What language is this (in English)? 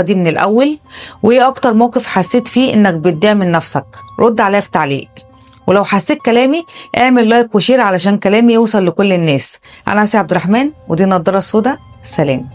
Egyptian Arabic